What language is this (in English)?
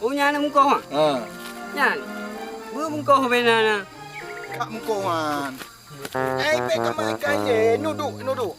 Achinese